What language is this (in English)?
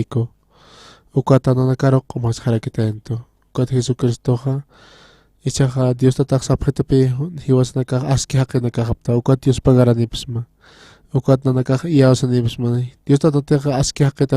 Aymara